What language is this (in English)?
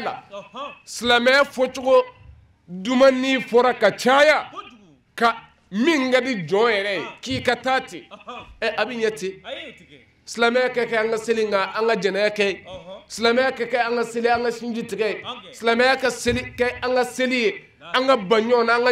Bambara